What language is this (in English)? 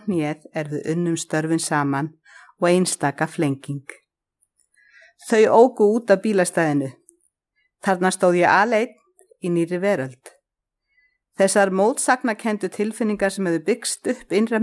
Icelandic